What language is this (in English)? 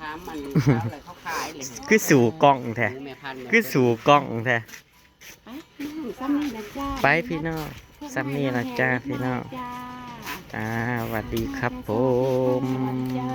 Northeastern Thai